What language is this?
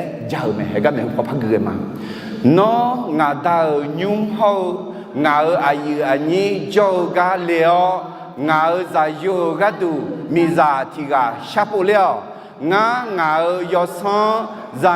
Akha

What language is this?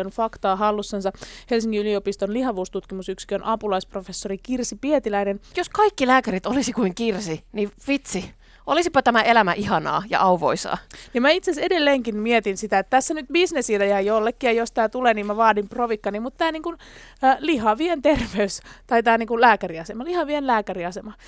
Finnish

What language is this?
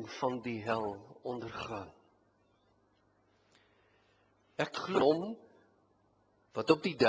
Afrikaans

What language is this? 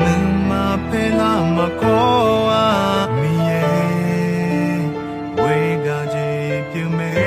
Akha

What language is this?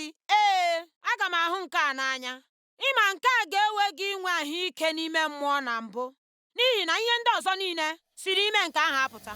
Igbo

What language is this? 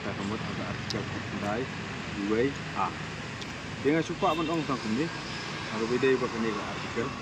Khasi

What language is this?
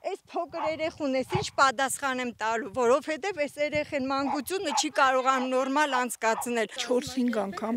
Armenian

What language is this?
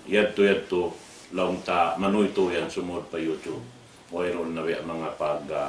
Tausug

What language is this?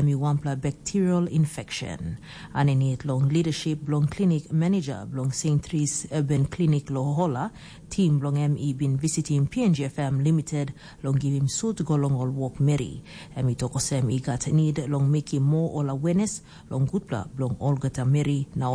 Tok Pisin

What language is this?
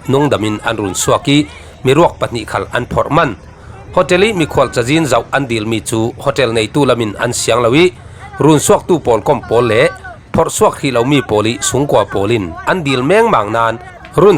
Falam Chin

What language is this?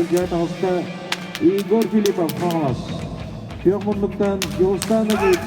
Yakut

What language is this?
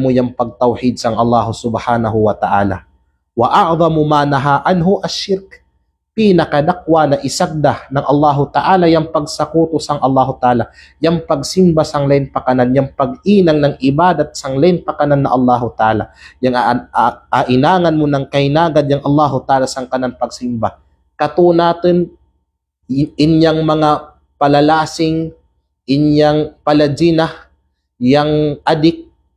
Kalagan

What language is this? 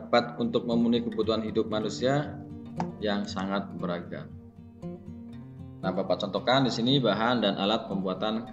Indonesian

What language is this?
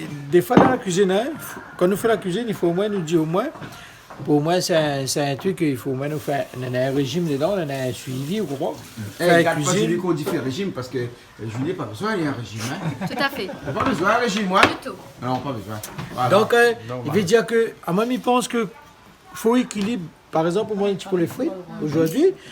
Réunion Creole French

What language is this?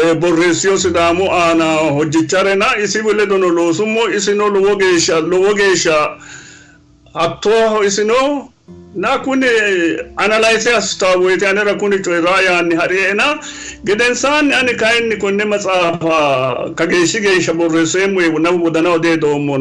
Sidamo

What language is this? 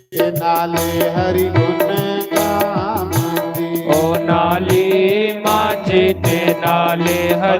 Dogri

